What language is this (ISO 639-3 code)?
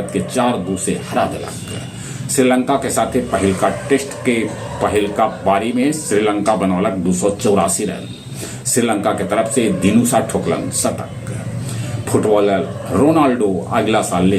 mag